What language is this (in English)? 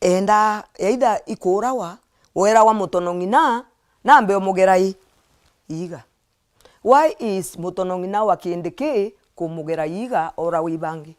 Meru